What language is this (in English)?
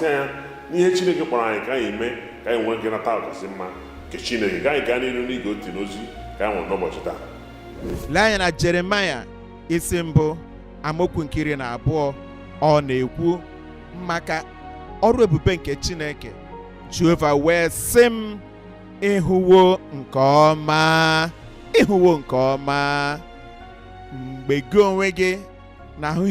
Igbo